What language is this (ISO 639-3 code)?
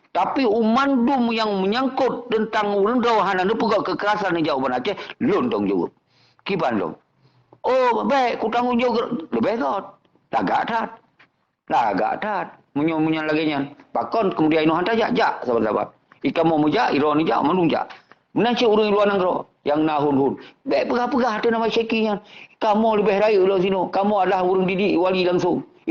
ace